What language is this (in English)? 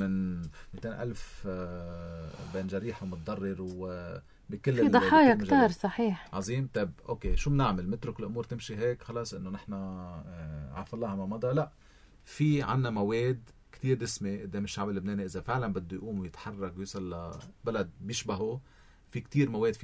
North Levantine Arabic